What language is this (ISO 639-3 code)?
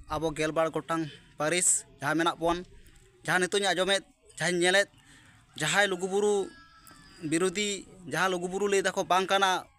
sat